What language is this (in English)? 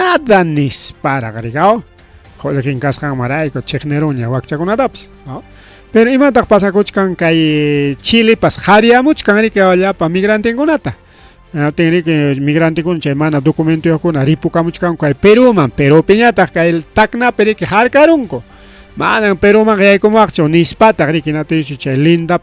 Ayacucho Quechua